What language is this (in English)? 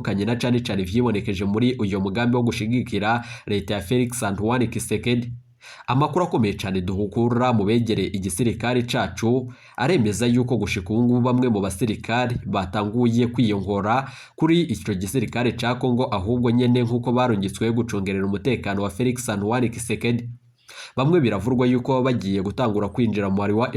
Rundi